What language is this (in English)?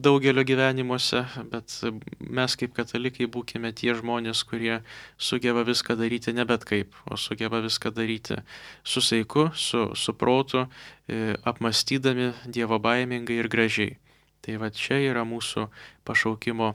Lithuanian